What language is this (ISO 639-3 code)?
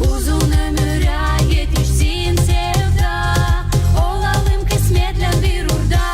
gag